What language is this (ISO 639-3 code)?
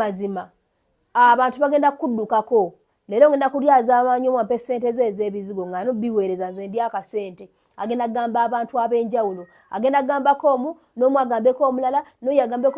lug